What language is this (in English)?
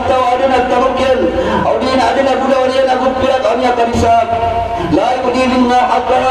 Maranao